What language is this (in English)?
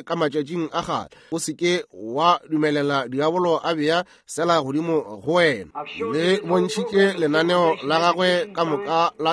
Northern Sotho